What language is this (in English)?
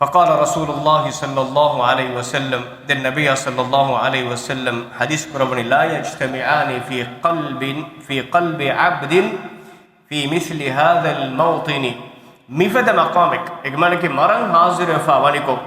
Divehi